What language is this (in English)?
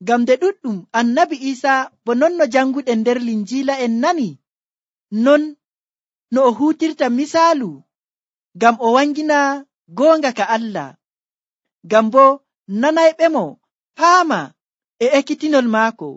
Nigerian Fulfulde